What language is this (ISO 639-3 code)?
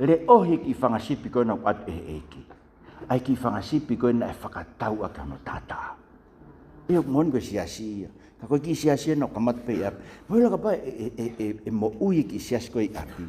ton